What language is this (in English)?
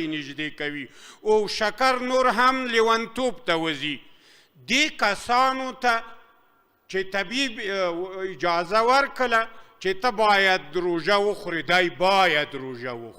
Pashto